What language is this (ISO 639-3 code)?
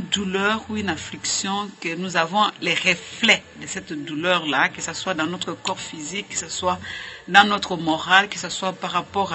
fra